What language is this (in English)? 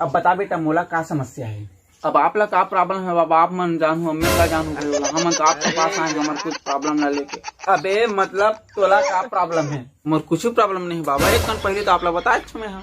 Chhattisgarhi